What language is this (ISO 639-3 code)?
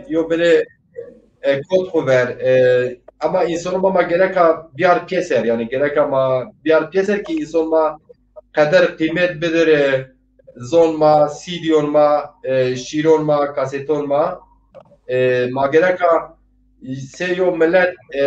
zza